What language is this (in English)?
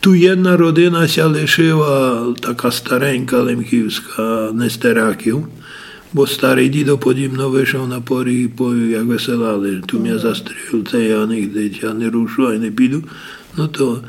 Rusyn